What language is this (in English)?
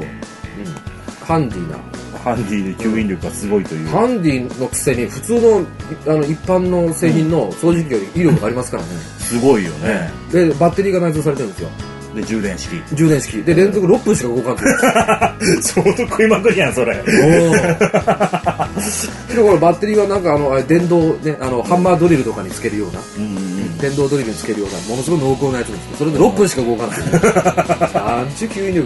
Japanese